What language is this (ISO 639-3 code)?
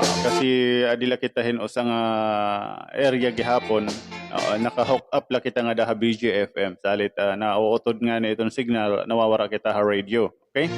war